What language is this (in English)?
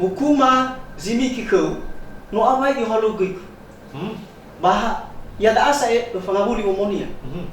Nias